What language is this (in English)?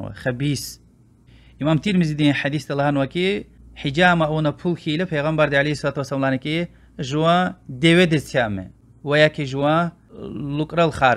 Lezghian